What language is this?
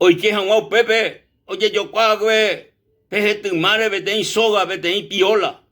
Guarani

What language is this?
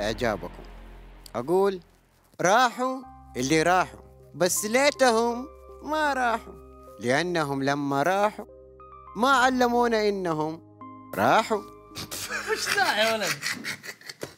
Najdi Arabic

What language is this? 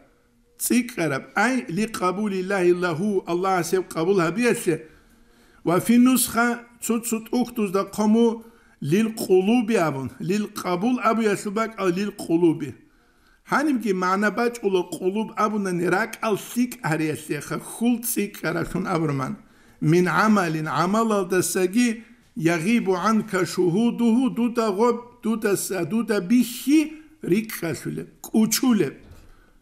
Avaric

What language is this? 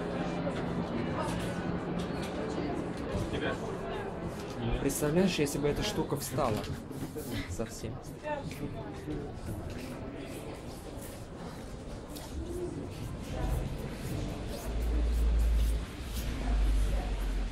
Russian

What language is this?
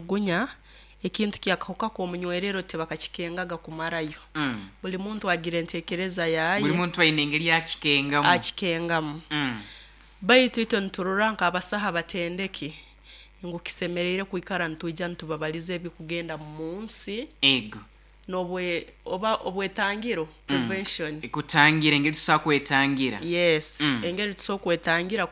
Nyoro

